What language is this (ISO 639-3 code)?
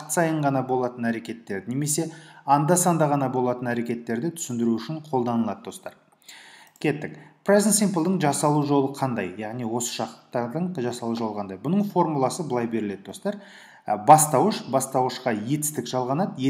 kaz